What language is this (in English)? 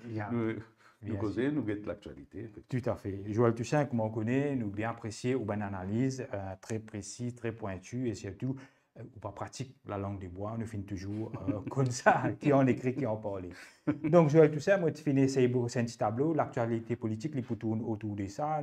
Morisyen